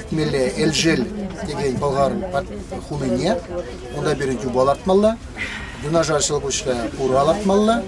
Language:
Chuvash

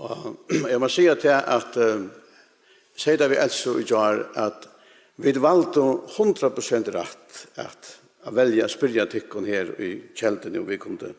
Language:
Faroese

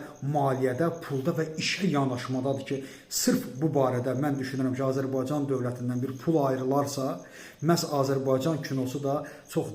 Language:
Azerbaijani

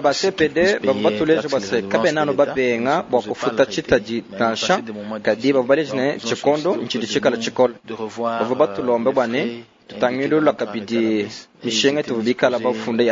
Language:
Luba-Lulua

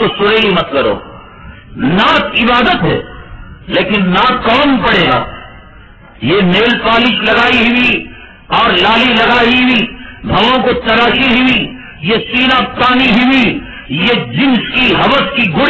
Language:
Urdu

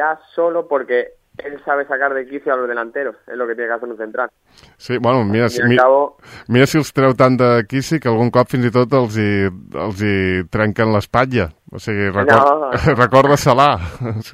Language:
Catalan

